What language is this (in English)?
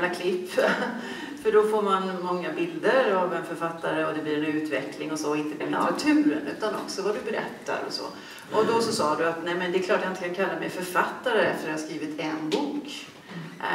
Swedish